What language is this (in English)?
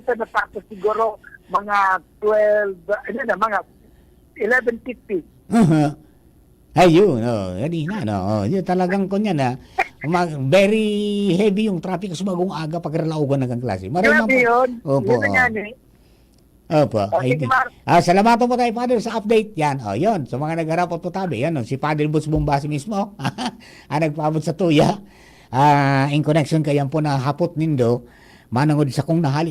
Bikol